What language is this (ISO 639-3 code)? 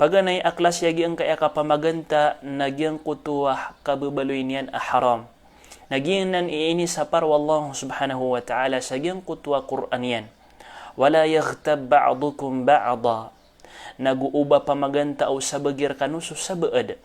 mrw